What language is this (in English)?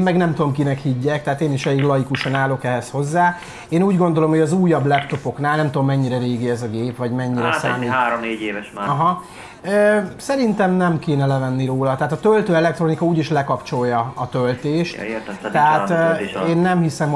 Hungarian